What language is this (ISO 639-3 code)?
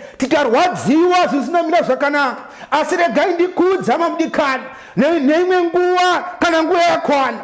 sna